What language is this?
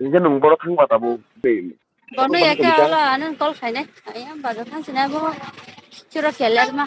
Kok Borok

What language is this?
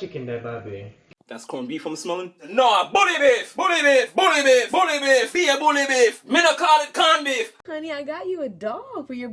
Jamaican Creole English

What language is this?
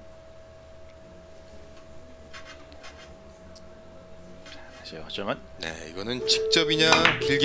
Korean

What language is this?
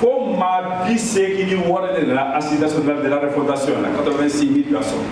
Bambara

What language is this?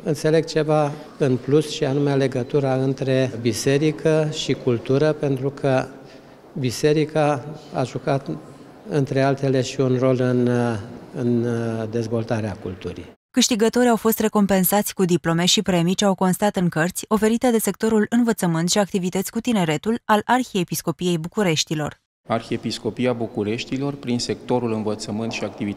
Romanian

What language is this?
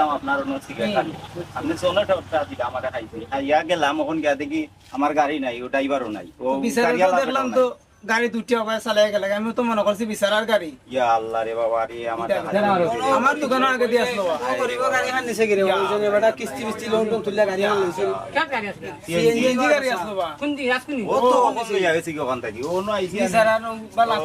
Sylheti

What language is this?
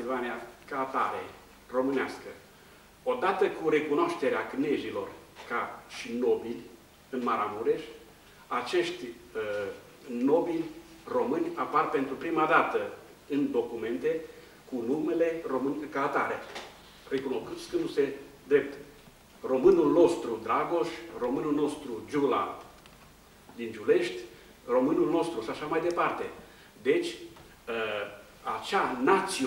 Romanian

